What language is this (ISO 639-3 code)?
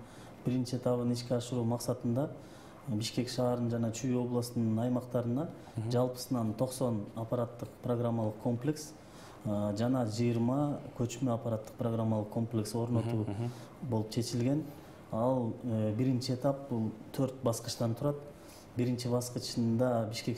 kir